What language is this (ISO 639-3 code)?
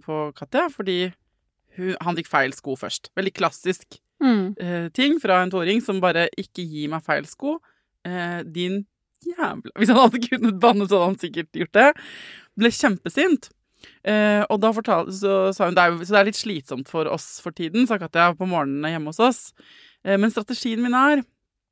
nor